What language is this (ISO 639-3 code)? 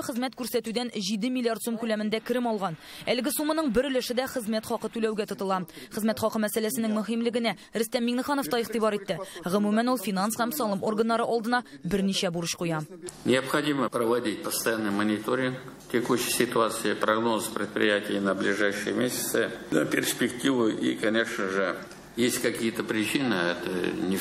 tat